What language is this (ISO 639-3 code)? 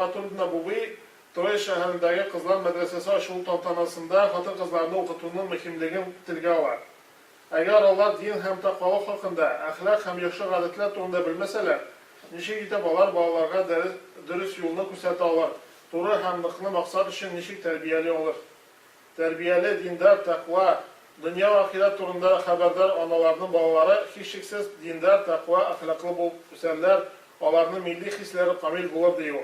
tat